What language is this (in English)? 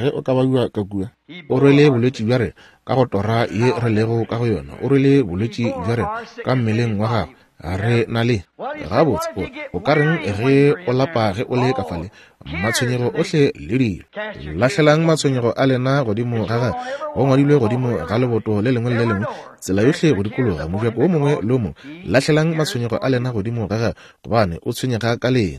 Northern Sotho